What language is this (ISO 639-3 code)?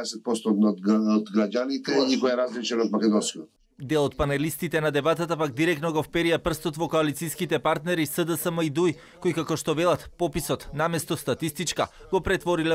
mkd